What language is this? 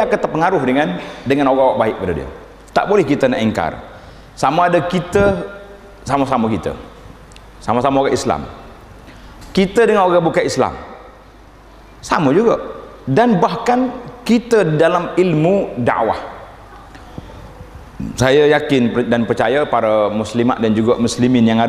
Malay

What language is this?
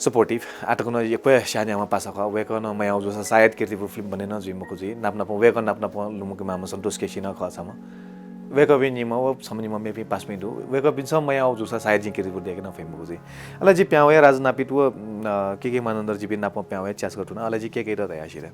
Newari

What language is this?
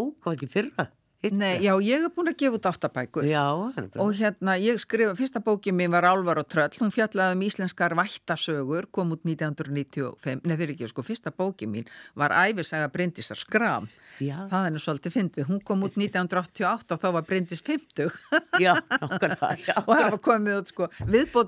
Icelandic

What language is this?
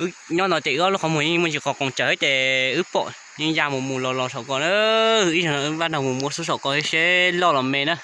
Hmong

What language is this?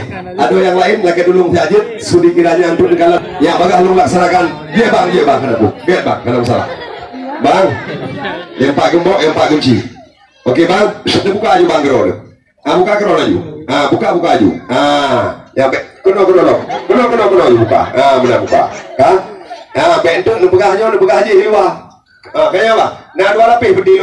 Achinese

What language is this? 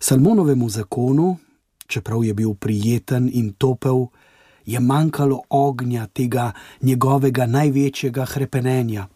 Slovenian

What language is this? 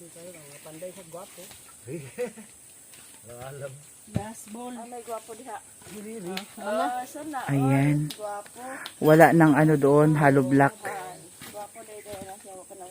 Cebuano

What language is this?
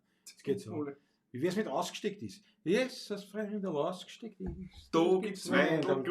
Bavarian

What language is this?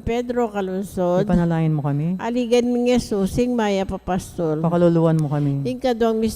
Pampanga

